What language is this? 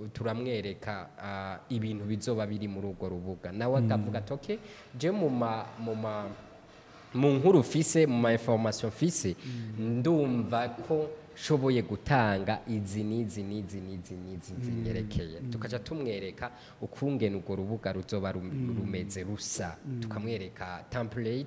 Rundi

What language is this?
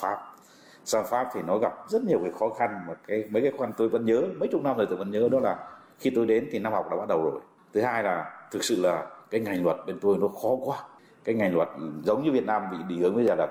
Vietnamese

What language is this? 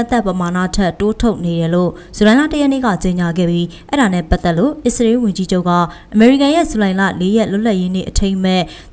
Burmese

